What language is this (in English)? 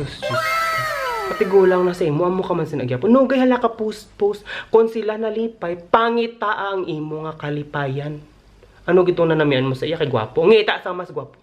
Hiligaynon